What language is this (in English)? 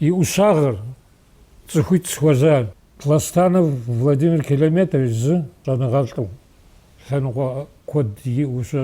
Kabardian